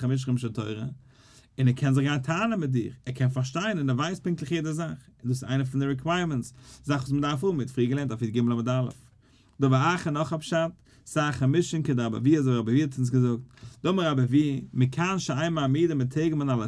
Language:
Yiddish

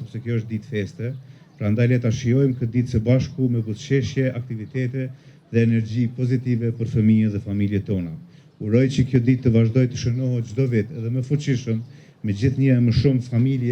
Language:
Albanian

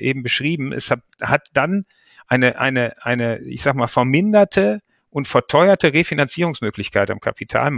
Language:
German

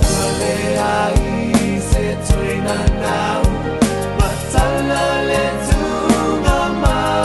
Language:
Samoan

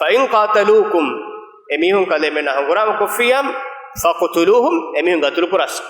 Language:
Divehi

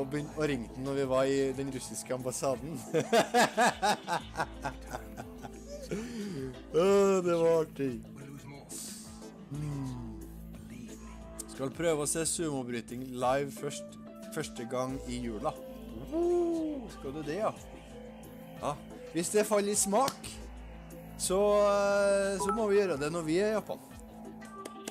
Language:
Norwegian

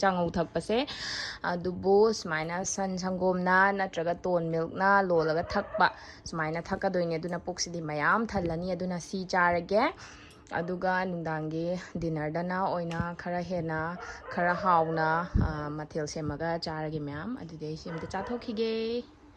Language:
Manipuri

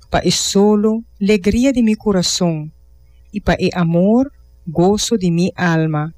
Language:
Papiamento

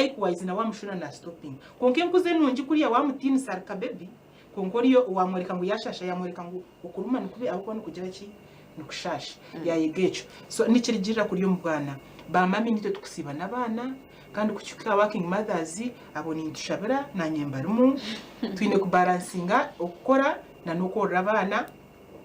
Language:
Nyankole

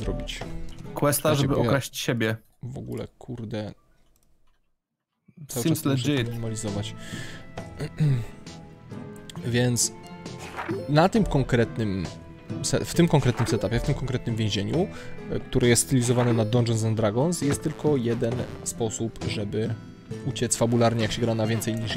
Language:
Polish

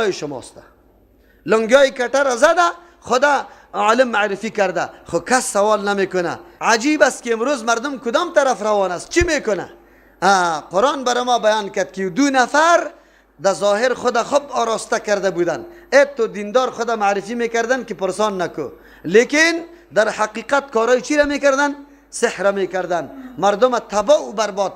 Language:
Persian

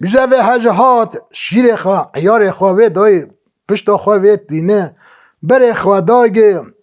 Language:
Kurdish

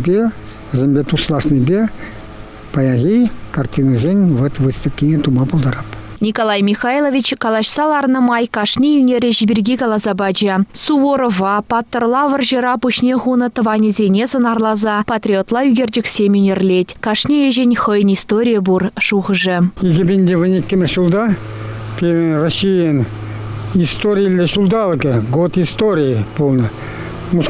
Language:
Chuvash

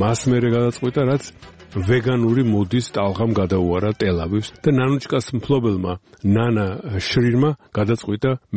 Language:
Georgian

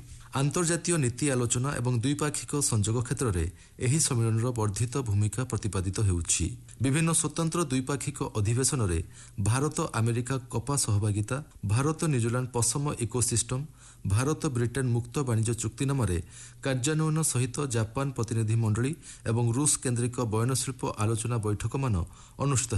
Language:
Odia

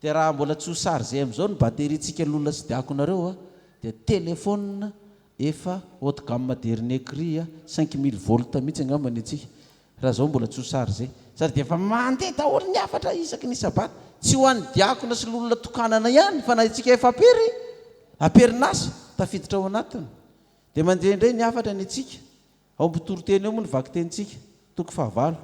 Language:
Malagasy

